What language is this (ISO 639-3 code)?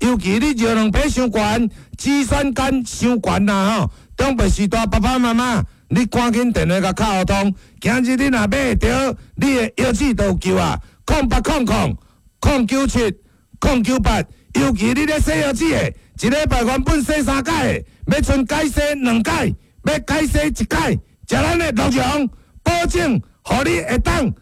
nan